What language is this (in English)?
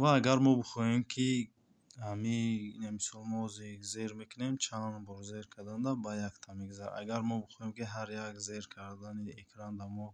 Tajik